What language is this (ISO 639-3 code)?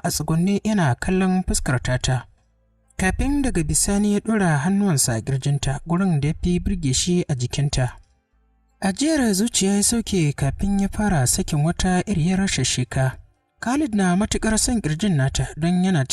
hau